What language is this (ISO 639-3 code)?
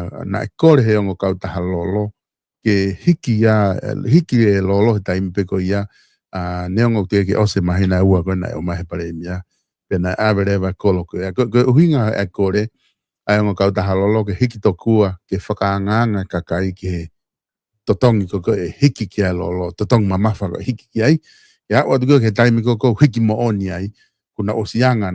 ton